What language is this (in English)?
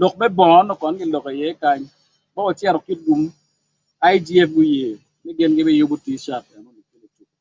Acoli